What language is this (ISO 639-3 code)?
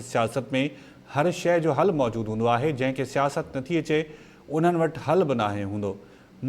snd